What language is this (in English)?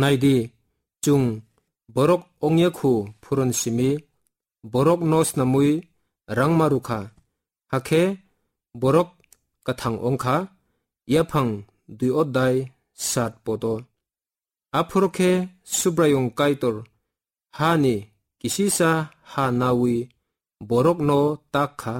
Kok Borok